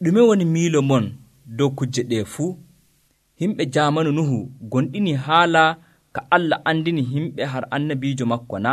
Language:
Nigerian Fulfulde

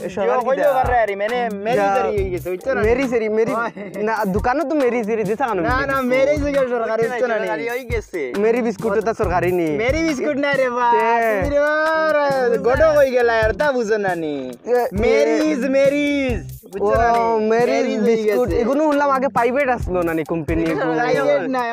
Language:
Sylheti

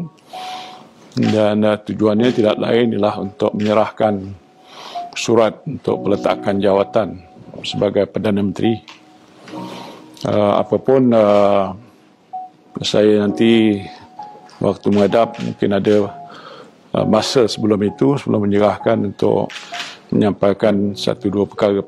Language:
Malay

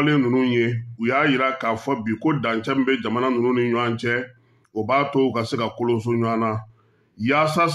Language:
Bambara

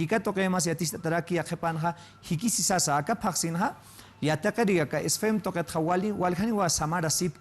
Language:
Aymara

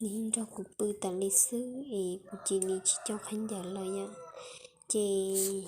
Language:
Hmong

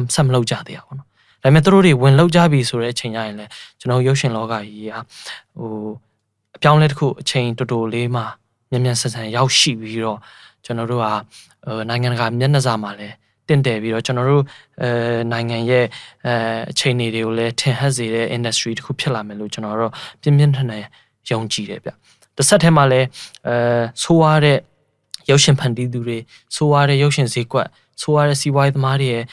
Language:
Burmese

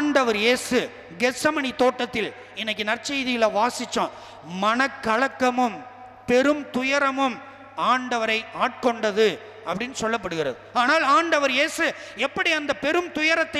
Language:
Tamil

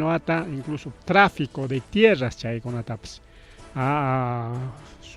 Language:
Ayacucho Quechua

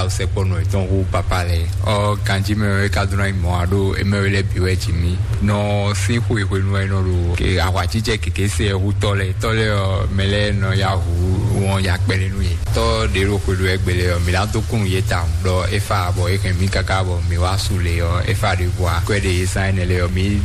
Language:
Fon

